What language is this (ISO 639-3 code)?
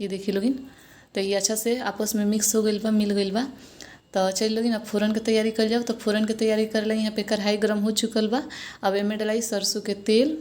bho